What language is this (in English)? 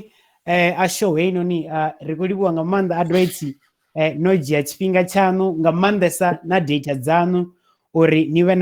Venda